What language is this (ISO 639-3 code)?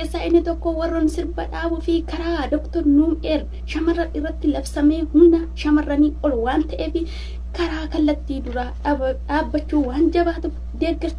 orm